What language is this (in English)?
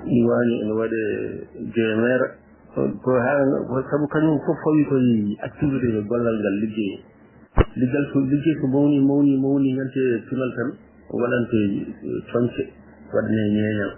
Fula